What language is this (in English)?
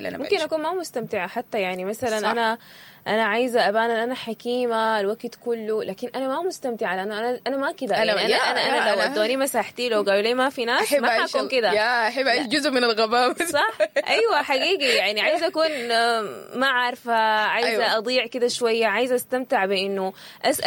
Sudanese Arabic